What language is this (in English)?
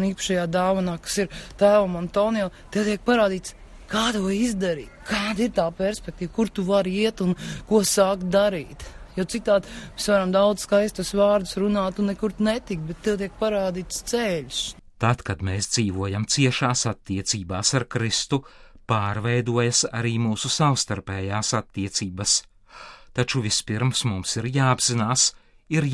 Latvian